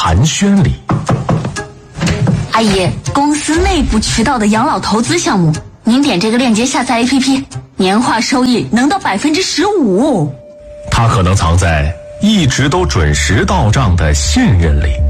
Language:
Chinese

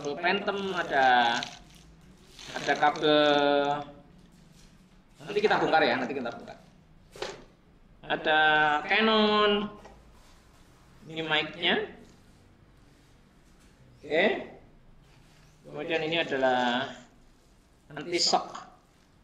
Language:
Indonesian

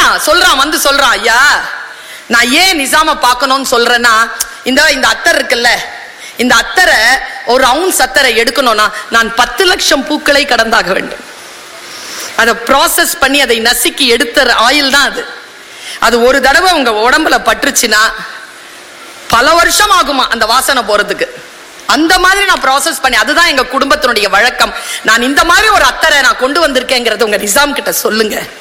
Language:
Tamil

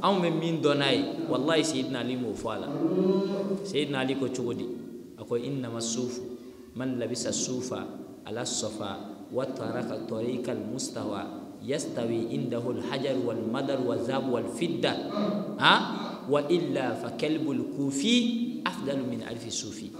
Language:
Bambara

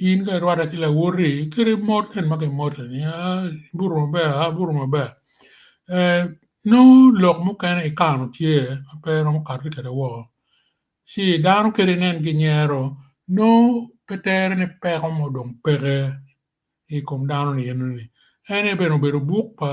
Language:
Acoli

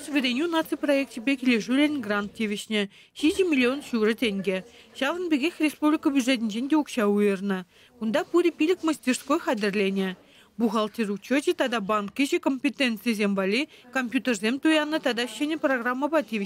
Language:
Chuvash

